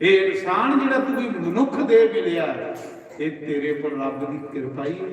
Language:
Dogri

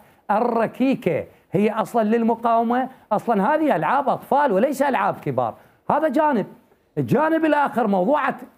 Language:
Mesopotamian Arabic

